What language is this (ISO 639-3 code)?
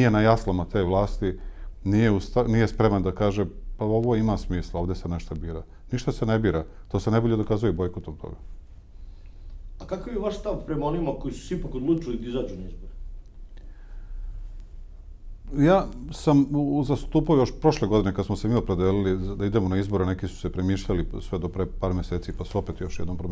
srp